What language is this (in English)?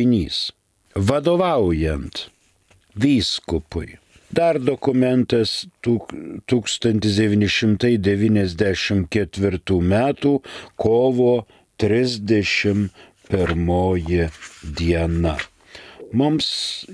Lithuanian